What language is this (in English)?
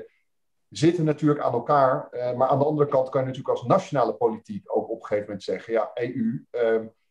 Dutch